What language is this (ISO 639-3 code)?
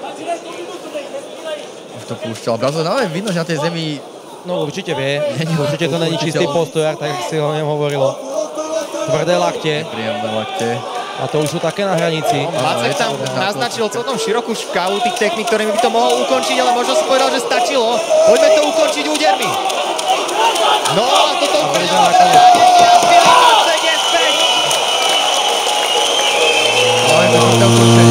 slk